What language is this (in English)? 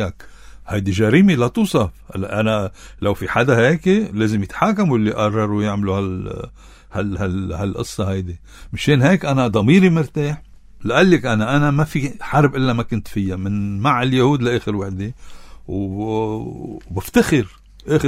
North Levantine Arabic